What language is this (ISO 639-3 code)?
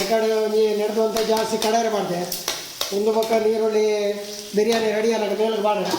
tcy